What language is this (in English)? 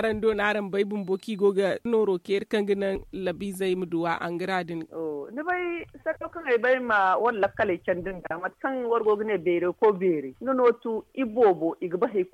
Zarma